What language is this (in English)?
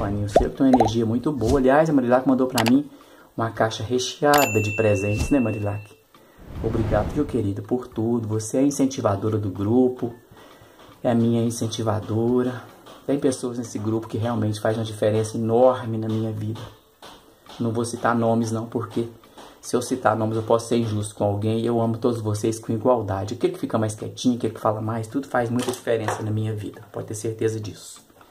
Portuguese